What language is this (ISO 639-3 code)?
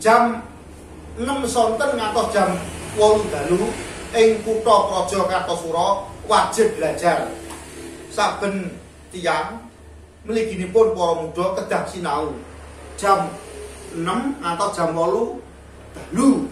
jav